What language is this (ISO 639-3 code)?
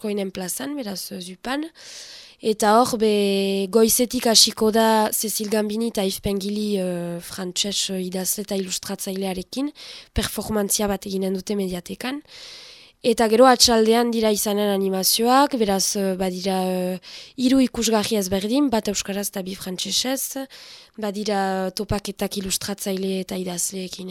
eus